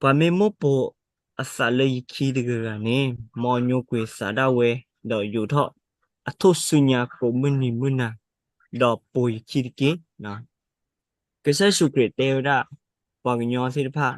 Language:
S'gaw Karen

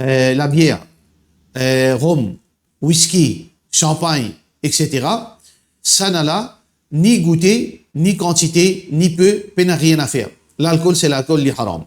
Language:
Morisyen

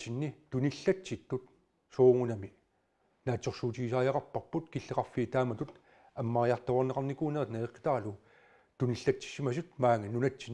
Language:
Kalaallisut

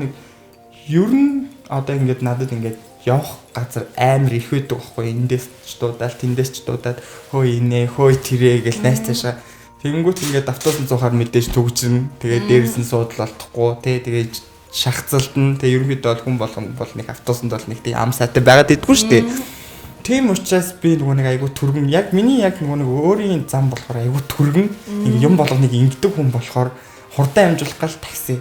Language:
Mongolian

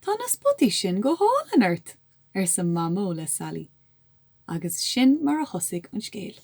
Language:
Irish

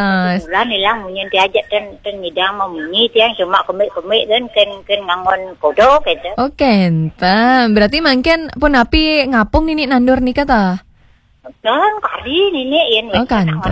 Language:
Balinese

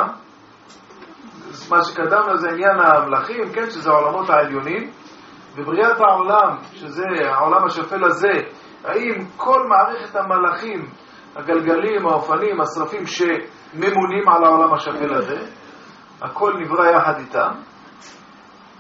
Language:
Hebrew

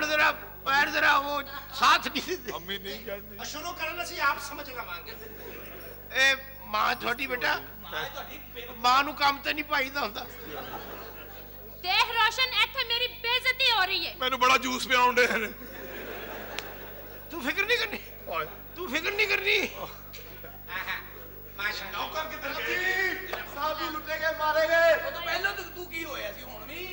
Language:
Punjabi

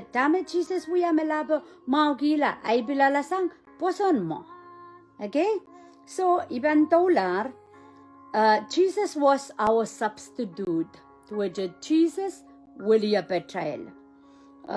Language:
Pohnpeian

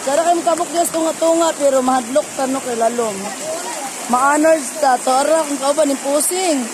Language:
Cebuano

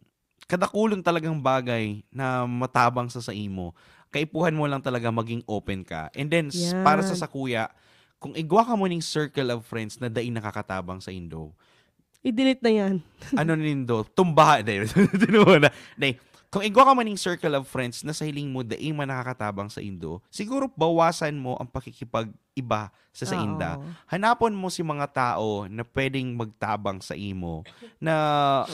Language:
Bikol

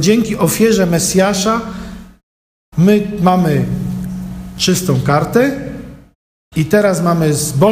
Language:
Polish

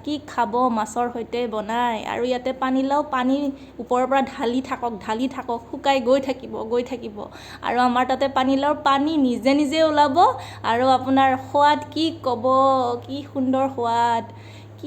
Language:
Assamese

